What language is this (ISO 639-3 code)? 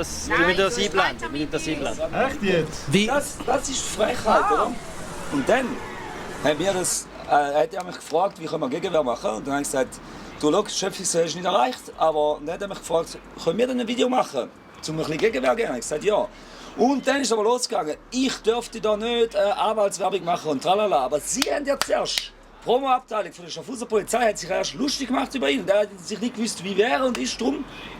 gsw